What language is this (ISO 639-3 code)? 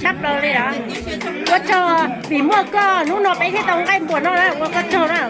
hmn